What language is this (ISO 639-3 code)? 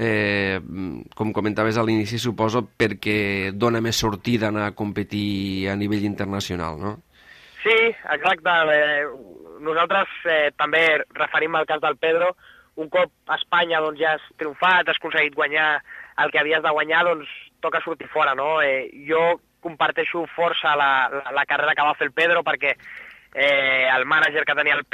cat